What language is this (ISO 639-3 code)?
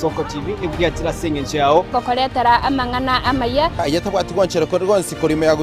guz